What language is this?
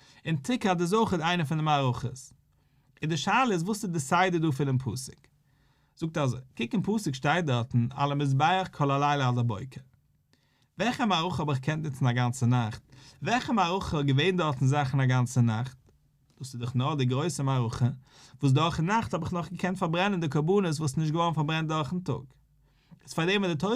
Yiddish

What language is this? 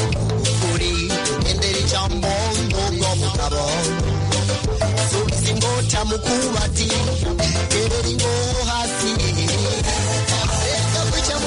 Kinyarwanda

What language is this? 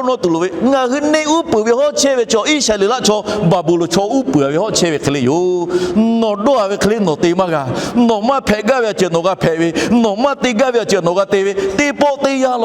Lahu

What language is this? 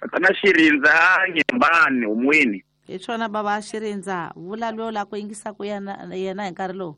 Tsonga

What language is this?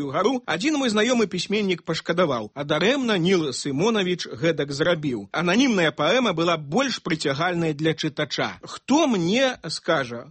Belarusian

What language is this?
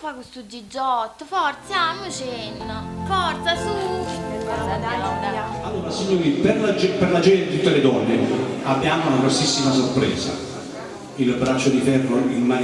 Neapolitan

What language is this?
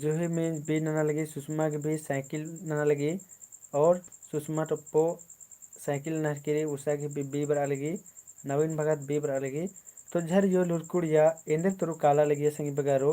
Kurukh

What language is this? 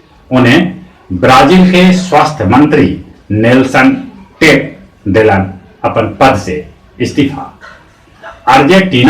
Magahi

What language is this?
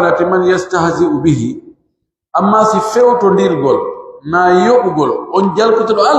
Pular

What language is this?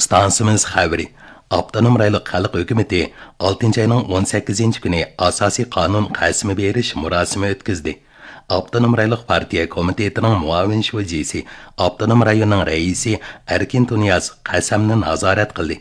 Uyghur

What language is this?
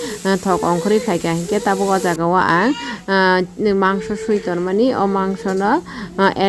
Kok Borok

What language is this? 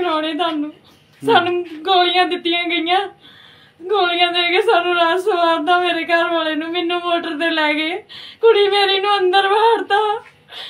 Punjabi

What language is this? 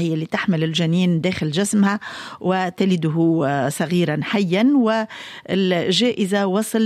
Tunisian Arabic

